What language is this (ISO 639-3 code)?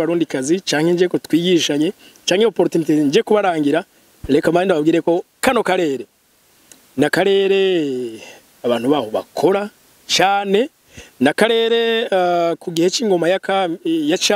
run